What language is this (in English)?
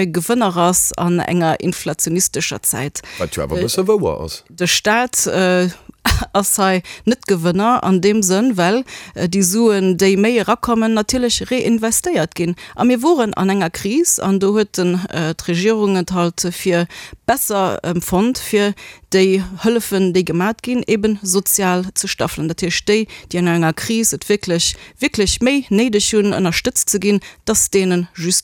Luxembourgish